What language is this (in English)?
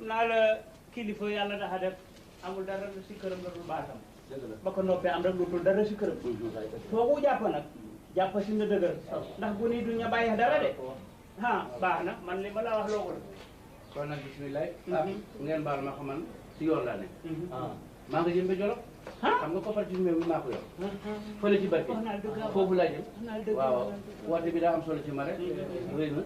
Wolof